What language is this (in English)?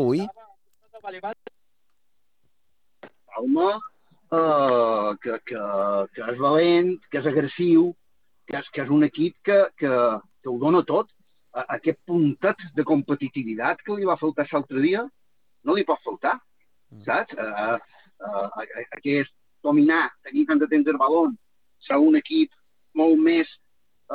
Catalan